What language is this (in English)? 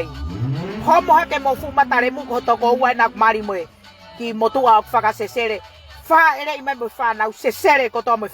Tongan